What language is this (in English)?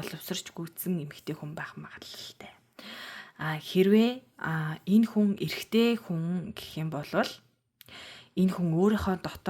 Mongolian